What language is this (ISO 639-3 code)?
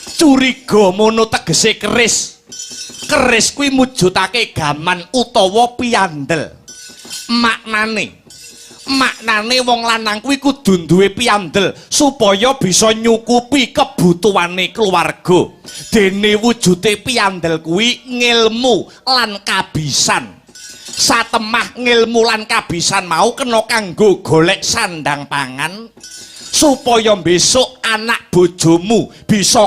jav